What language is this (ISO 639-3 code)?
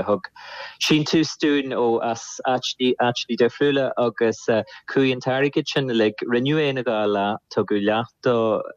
gle